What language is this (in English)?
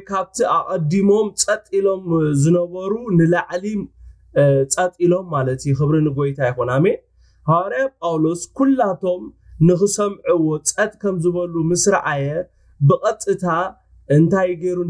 Tigrinya